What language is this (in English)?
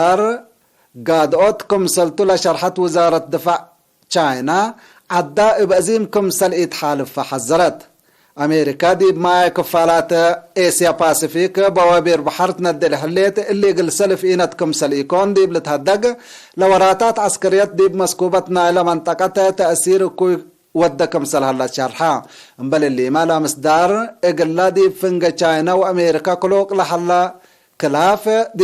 Tigre